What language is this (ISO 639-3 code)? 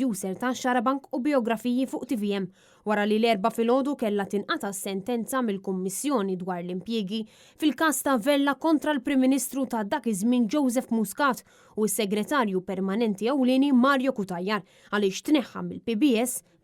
mlt